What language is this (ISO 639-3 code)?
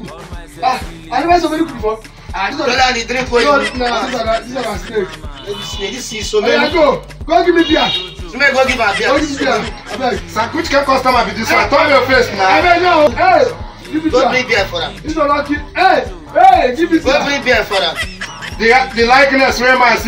pcm